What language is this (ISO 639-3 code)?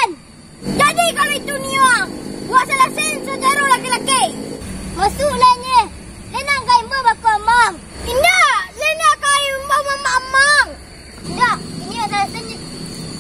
min